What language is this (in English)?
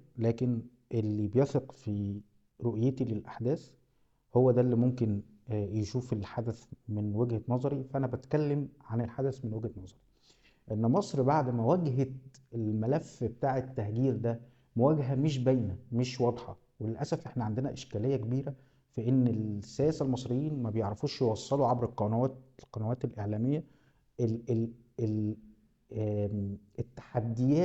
Egyptian Arabic